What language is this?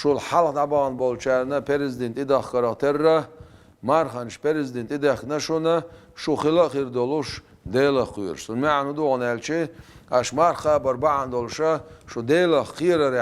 Chechen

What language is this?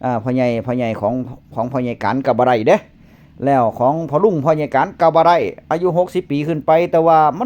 Northeastern Thai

